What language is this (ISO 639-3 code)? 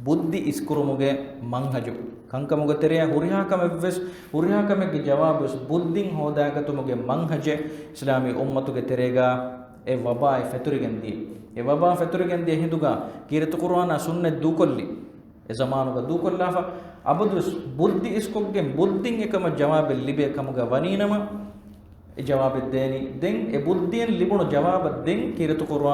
div